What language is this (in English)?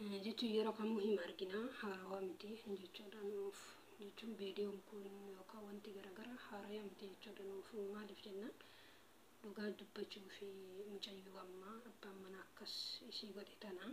Oromo